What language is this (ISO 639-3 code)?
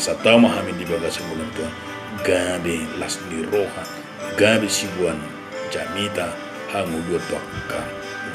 bbc